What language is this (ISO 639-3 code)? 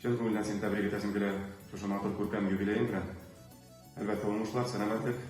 bak